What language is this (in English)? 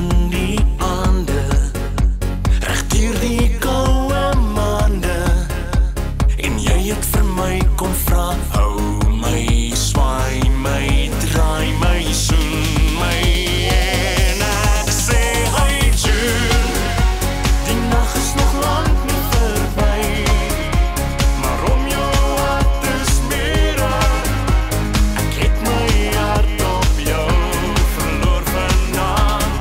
Afrikaans